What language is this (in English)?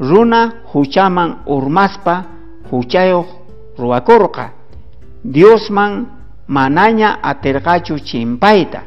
South Bolivian Quechua